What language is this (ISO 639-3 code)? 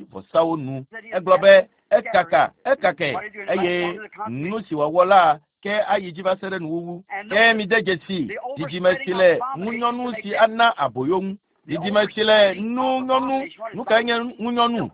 ewe